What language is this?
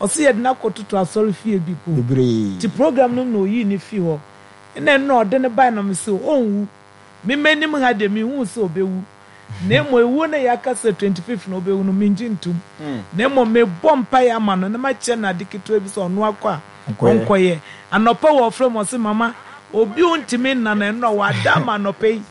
Akan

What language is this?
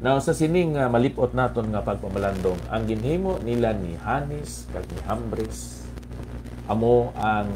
Hiligaynon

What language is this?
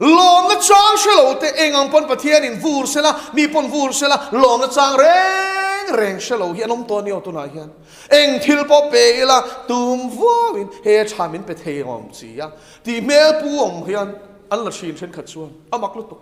Mizo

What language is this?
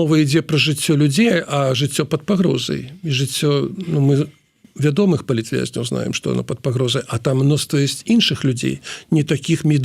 Belarusian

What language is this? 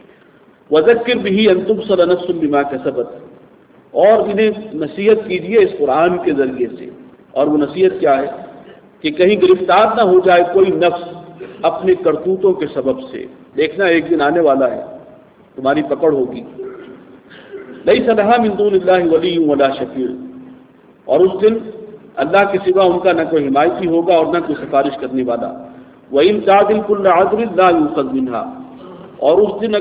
Urdu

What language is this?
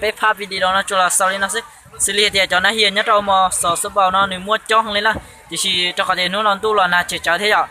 Hmong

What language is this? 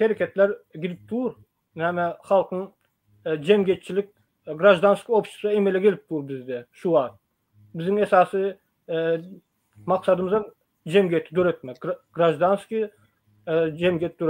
Turkmen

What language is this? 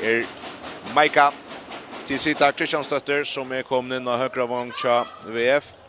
Faroese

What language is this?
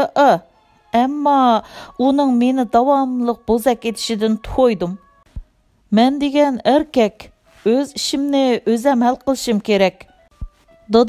Uyghur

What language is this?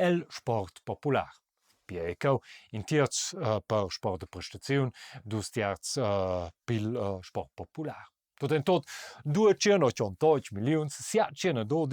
Romansh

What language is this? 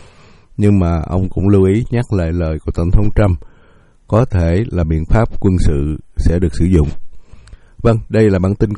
Vietnamese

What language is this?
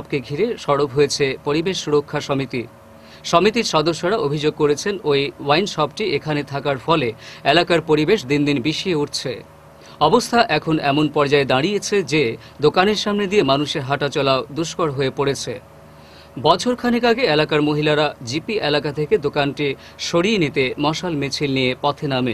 Bangla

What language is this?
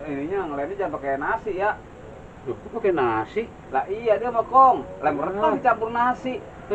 Betawi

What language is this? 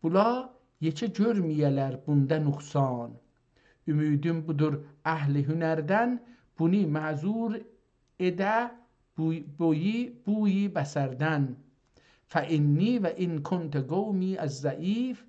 South Azerbaijani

